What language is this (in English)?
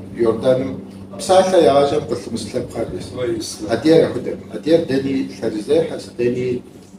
Kabardian